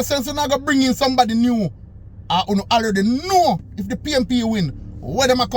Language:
Jamaican Creole English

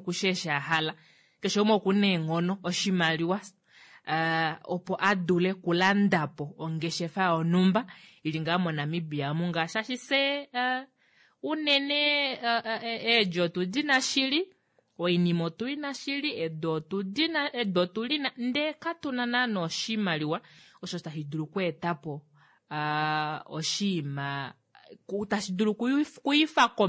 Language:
Kuanyama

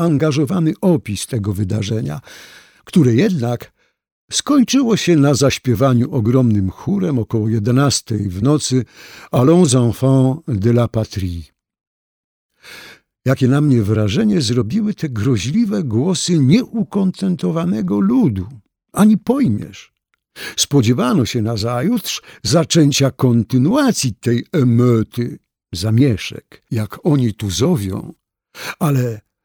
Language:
Polish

